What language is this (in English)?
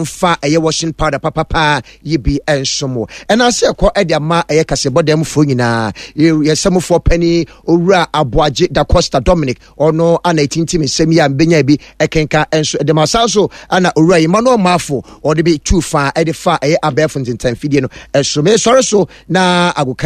Akan